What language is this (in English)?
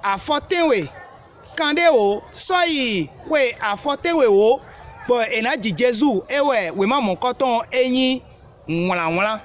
Fon